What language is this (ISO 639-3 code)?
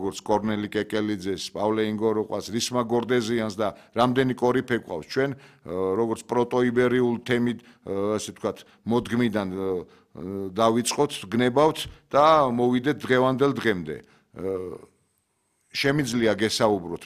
kat